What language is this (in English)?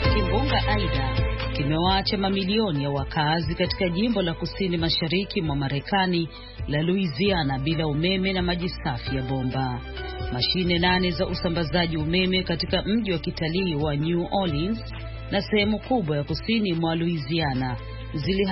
Swahili